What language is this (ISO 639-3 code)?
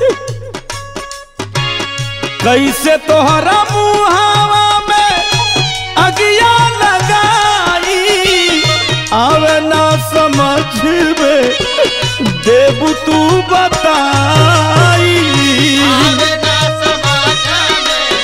bho